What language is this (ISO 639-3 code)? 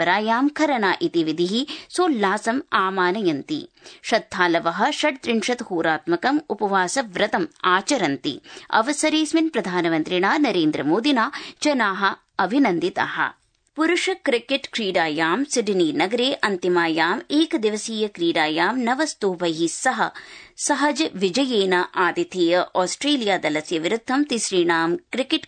san